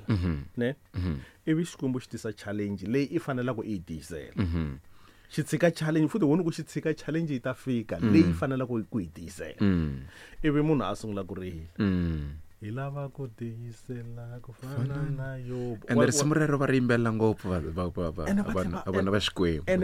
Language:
Tsonga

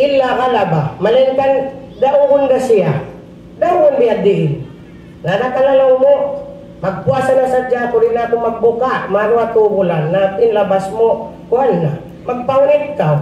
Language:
Tausug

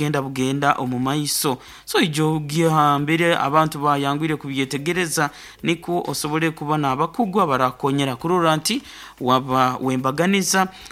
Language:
Nyoro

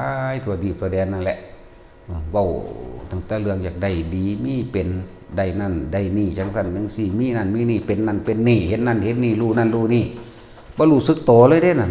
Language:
Northeastern Thai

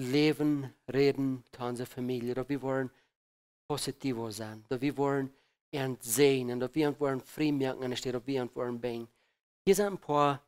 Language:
Plautdietsch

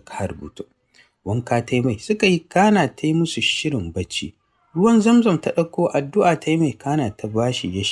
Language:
Hausa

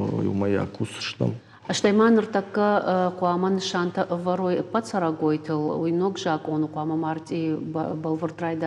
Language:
Ossetic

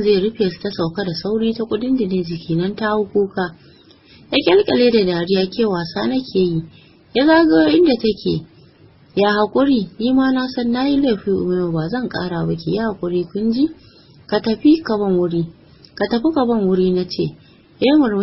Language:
Hausa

